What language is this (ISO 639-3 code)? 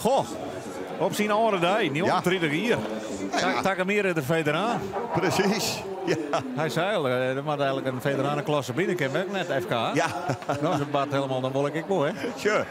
fry